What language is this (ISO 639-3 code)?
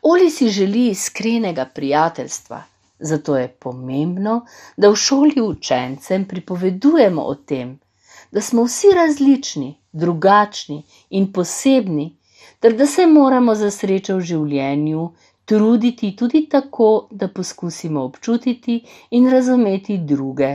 slv